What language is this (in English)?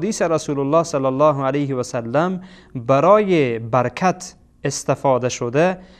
Persian